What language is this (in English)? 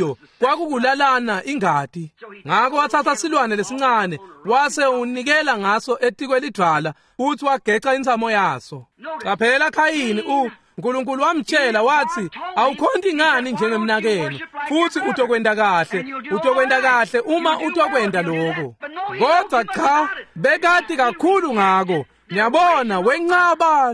Swati